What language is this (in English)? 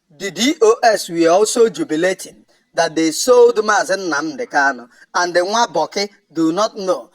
Igbo